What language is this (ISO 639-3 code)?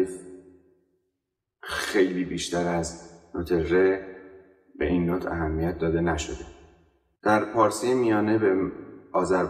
fas